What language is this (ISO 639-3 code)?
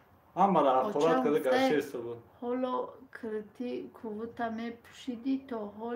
tgk